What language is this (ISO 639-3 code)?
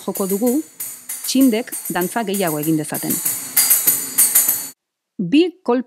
eus